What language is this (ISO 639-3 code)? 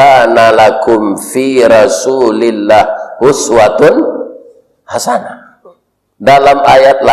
min